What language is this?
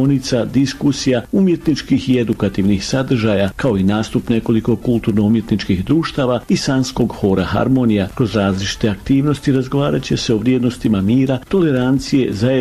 Bosnian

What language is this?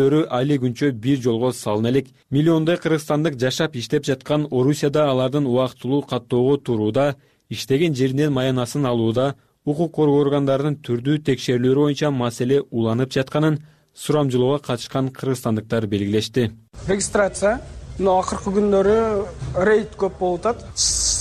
Kyrgyz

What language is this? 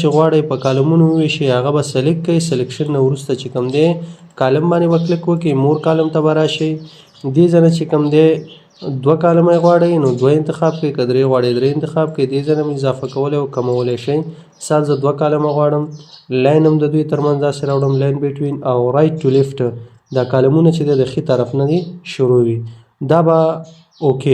Pashto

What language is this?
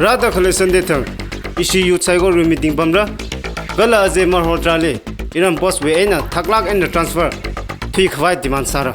Tangkhul Naga (India)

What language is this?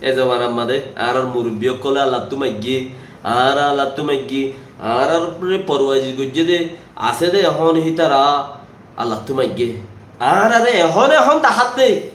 Rohingya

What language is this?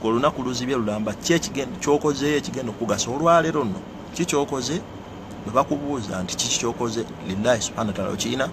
Ganda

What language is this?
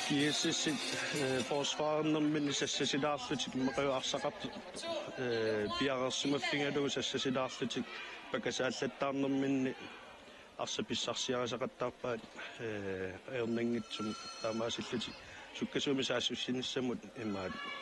Kalaallisut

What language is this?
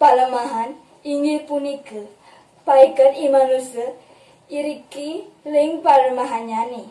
Balinese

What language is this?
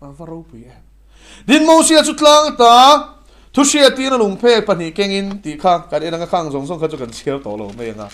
Mizo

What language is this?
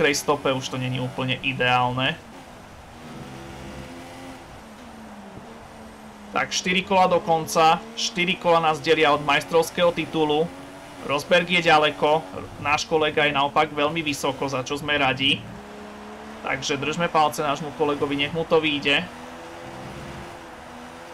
Slovak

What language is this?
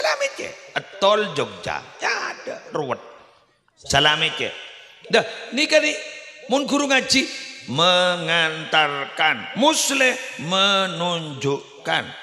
Madurese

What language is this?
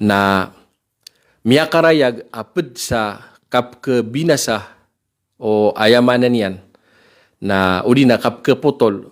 Maranao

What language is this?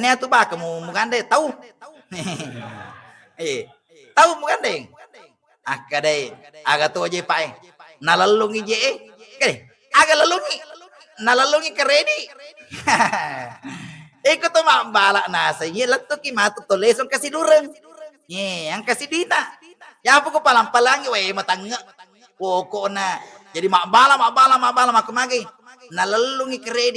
Buginese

